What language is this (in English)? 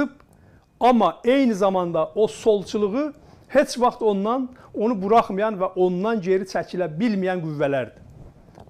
South Azerbaijani